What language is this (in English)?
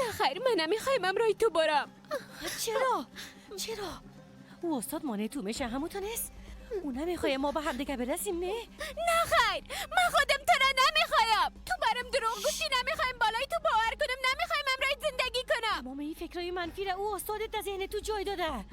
Persian